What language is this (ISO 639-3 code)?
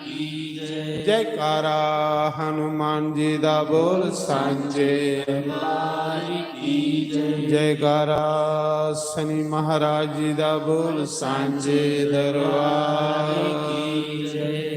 doi